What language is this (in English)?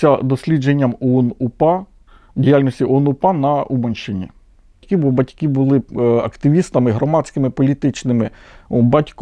Ukrainian